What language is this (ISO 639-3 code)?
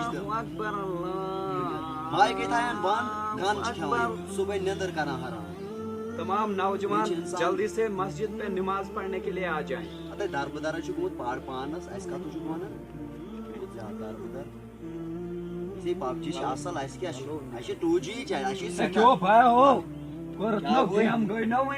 kas